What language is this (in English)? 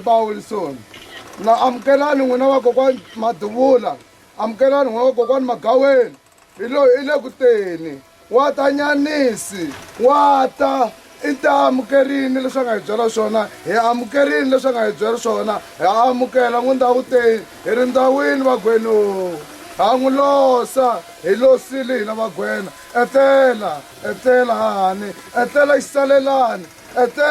Tsonga